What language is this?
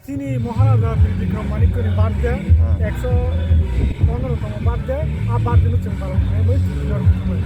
Kok Borok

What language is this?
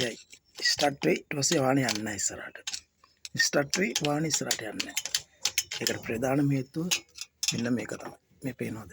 Sinhala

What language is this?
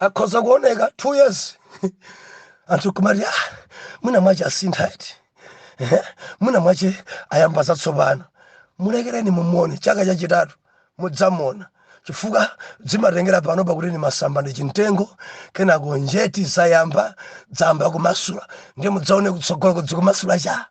Nyanja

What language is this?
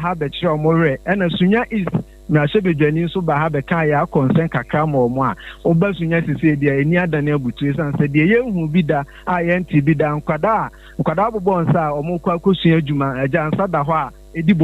Akan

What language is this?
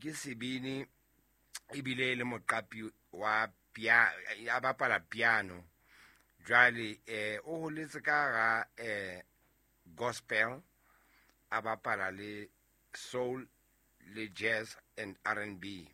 Southern Sotho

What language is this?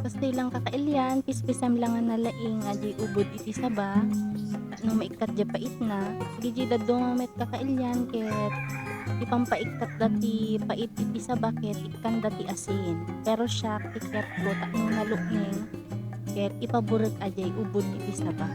Iloko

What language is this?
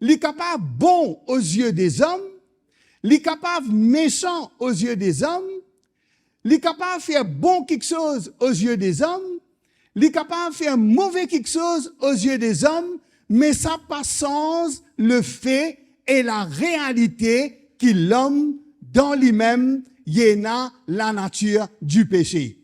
Morisyen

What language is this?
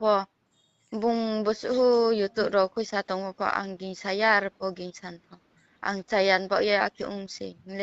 Riang (India)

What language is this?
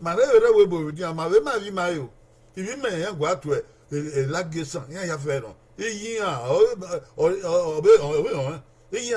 Bini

